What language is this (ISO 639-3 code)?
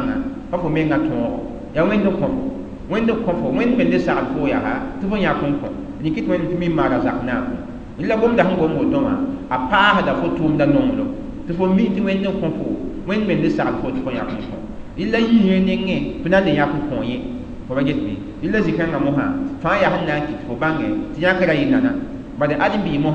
mos